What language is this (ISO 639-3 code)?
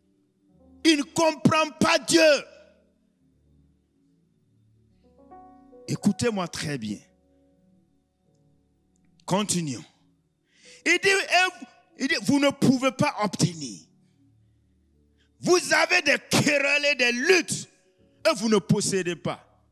fra